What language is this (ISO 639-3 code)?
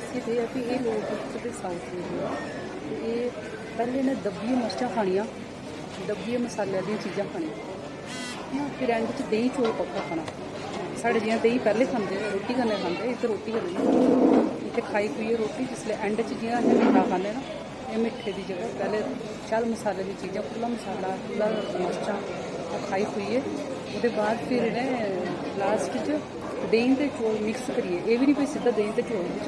doi